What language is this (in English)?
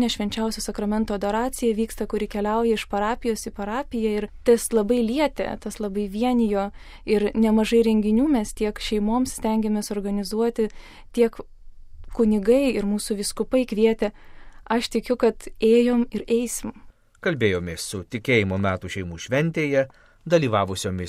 Lithuanian